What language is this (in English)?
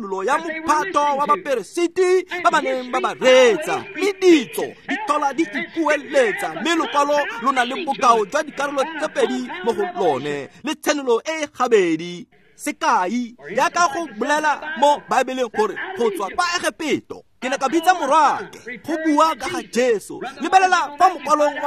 Tswana